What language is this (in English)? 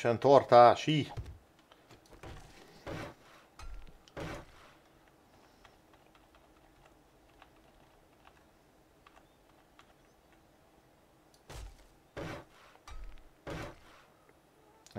Hungarian